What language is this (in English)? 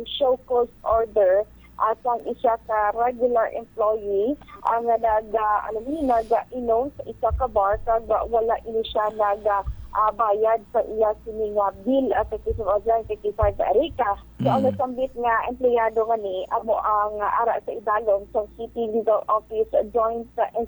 Hiligaynon